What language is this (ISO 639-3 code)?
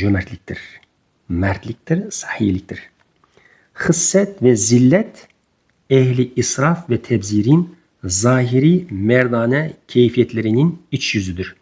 uzb